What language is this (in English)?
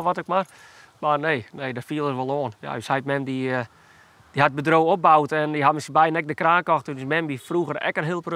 Western Frisian